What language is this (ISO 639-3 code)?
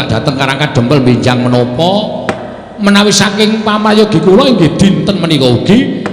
jav